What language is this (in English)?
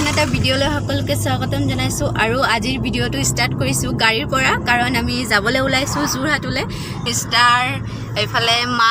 Assamese